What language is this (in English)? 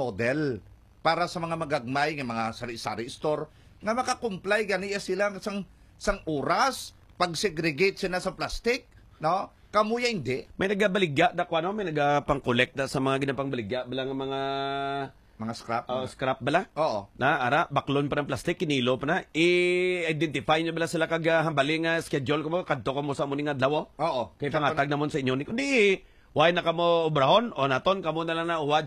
Hiligaynon